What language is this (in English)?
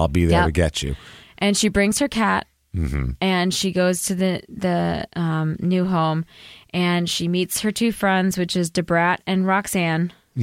English